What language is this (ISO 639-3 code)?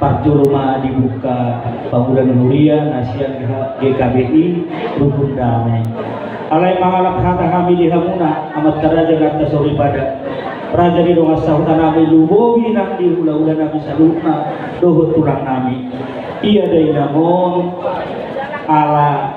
bbc